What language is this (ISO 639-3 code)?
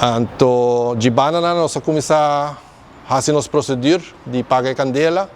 pap